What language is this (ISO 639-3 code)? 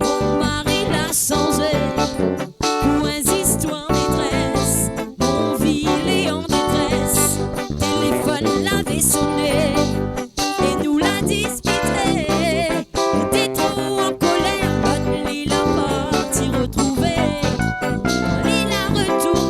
rcf